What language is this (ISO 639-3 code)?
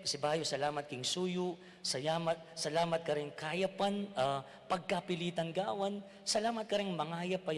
pam